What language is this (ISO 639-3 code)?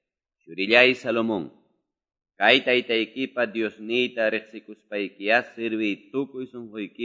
que